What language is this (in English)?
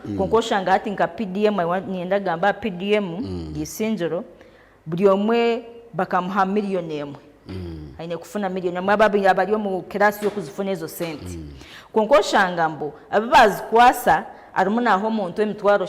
Nyankole